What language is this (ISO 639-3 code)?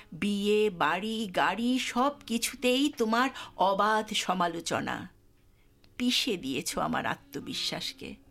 ben